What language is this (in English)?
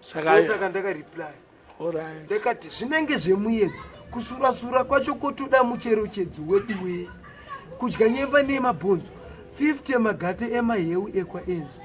Shona